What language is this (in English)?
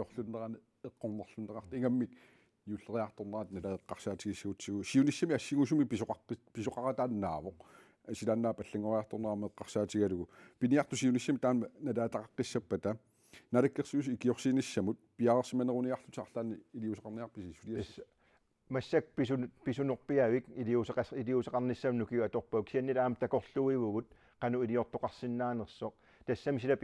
Kalaallisut